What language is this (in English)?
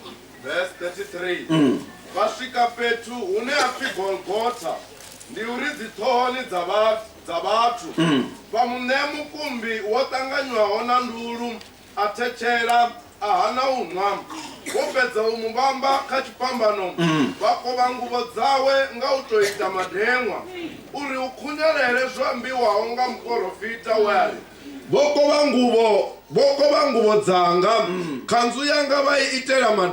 Venda